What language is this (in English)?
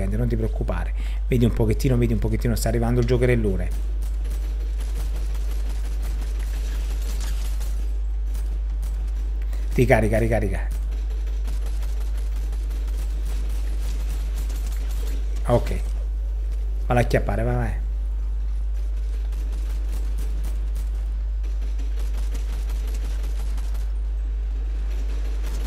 Italian